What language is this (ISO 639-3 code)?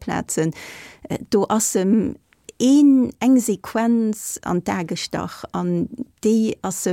ltz